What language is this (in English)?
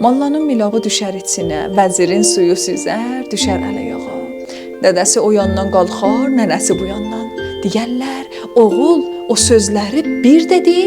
South Azerbaijani